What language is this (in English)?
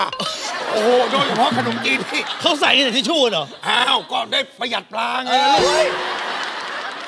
Thai